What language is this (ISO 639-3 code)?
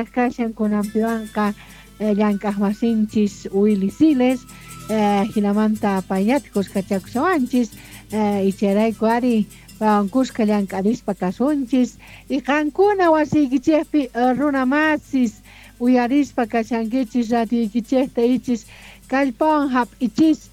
quh